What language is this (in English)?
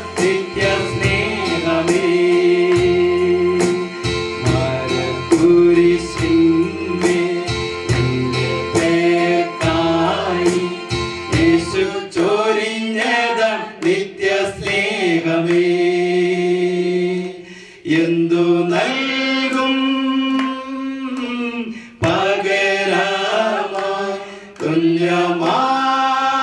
Malayalam